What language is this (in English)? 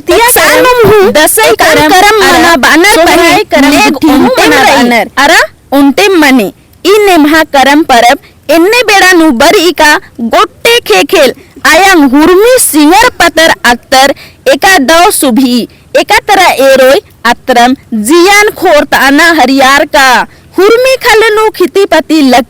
Kurukh